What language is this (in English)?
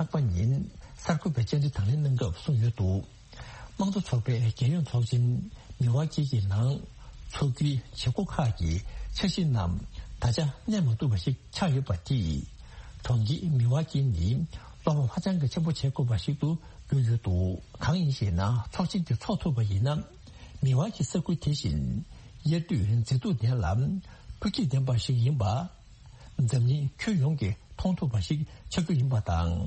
Tibetan